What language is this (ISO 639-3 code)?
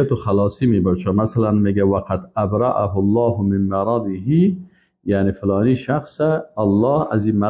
fas